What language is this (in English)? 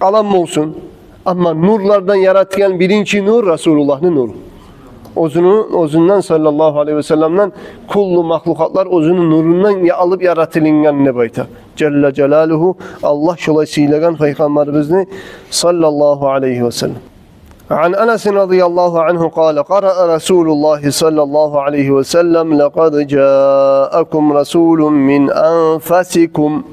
Kumyk